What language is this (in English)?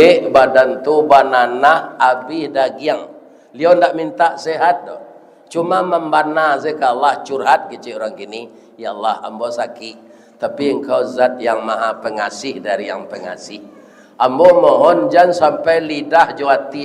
Minangkabau